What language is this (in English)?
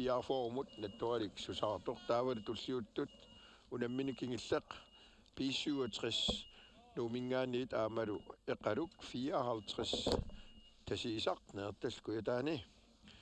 Kalaallisut